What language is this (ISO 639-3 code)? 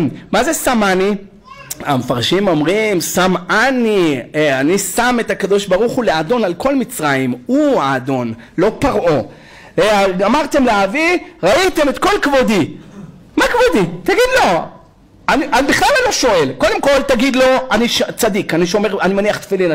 heb